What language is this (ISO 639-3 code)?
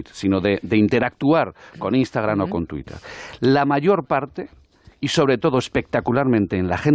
spa